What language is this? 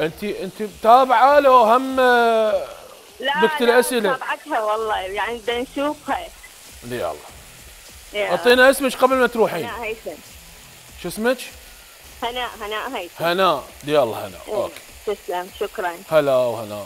Mesopotamian Arabic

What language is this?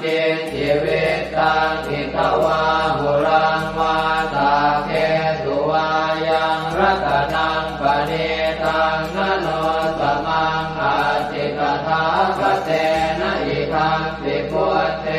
Pali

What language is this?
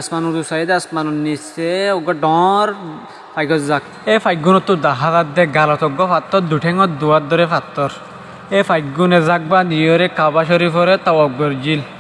Rohingya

